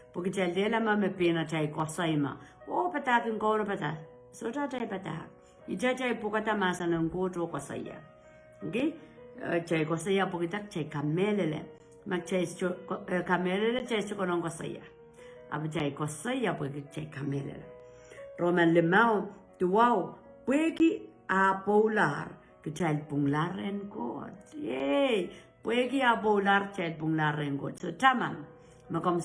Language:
Pohnpeian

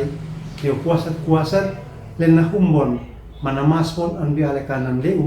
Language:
Uab Meto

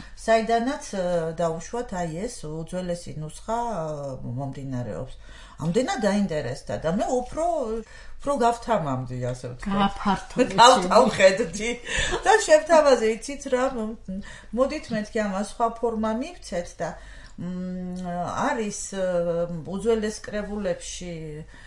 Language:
Georgian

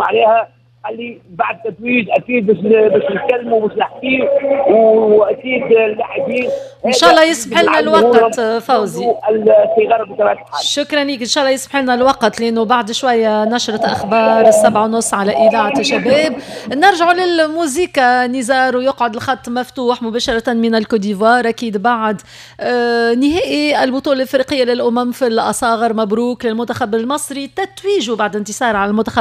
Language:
Tunisian Arabic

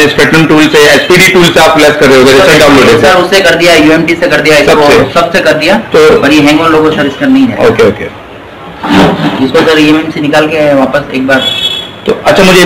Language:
Hindi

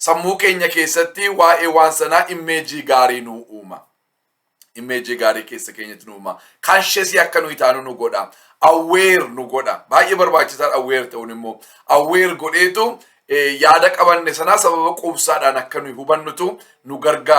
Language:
Oromo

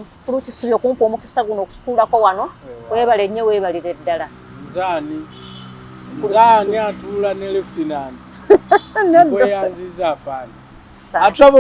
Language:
Ganda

